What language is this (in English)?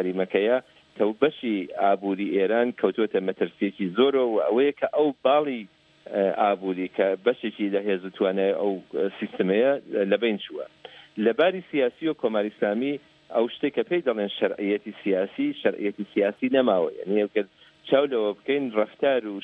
Central Kurdish